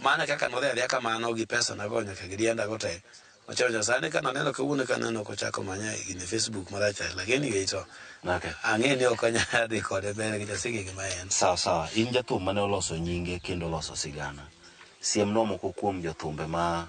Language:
Luo (Kenya and Tanzania)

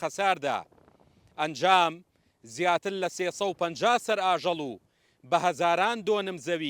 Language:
Central Kurdish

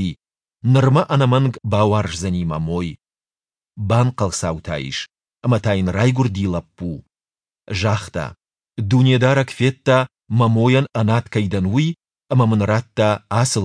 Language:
Ossetic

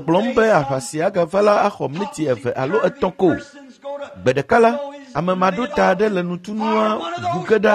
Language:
Ewe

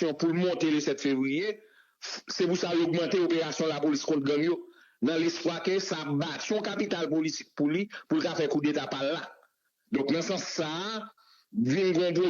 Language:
Haitian Creole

